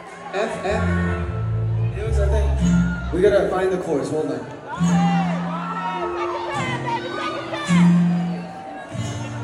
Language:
English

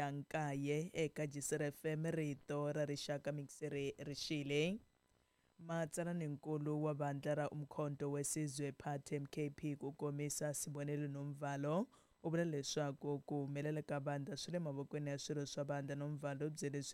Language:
Tsonga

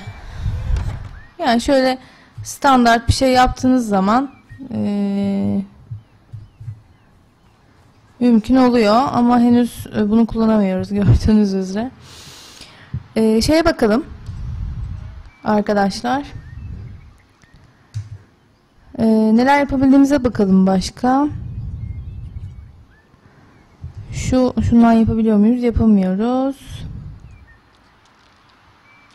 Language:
Turkish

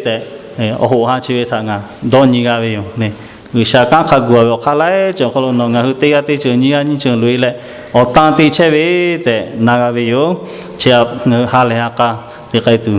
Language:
Lahu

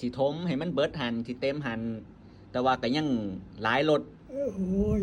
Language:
Northeastern Thai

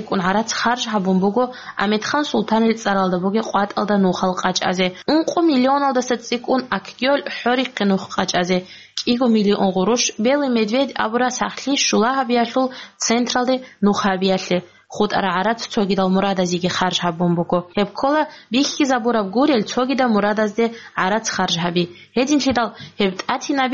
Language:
Avaric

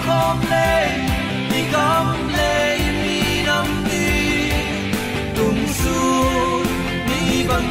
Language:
Tedim Chin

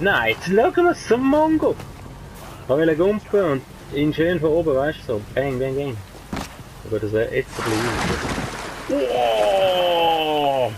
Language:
Swiss German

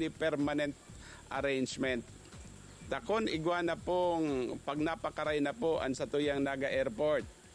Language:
Bikol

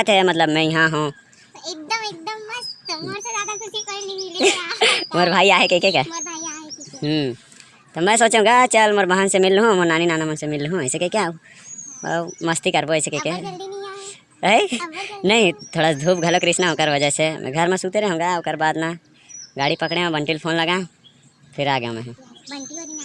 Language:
Chhattisgarhi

